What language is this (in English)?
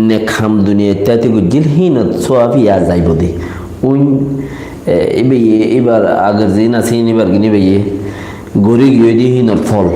Rohingya